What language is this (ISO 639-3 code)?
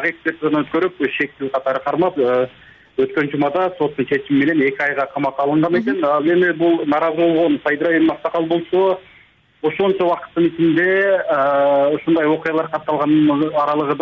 kir